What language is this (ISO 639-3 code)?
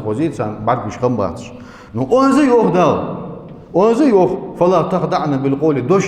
inh